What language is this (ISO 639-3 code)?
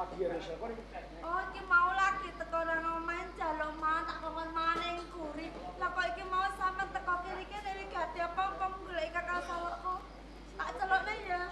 jav